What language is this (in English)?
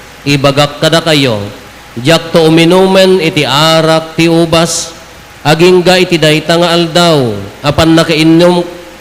Iloko